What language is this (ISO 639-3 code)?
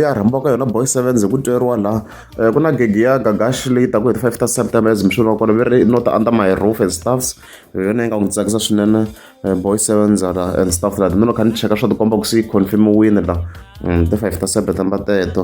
tso